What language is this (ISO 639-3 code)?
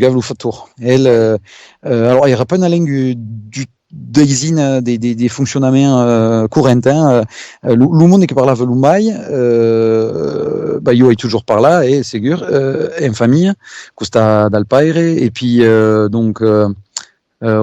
oci